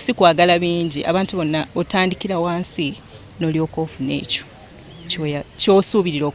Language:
Ganda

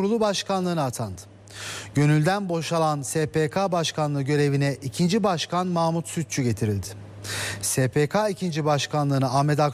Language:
Turkish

